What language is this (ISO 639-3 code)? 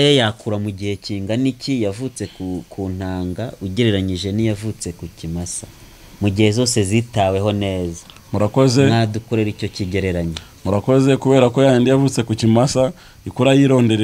kin